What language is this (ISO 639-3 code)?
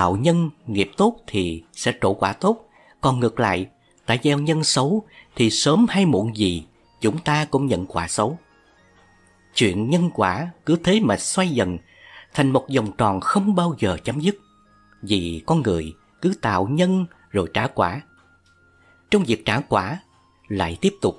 vie